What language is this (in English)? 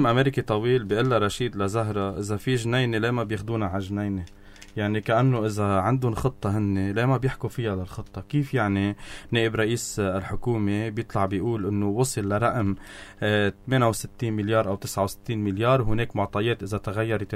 North Levantine Arabic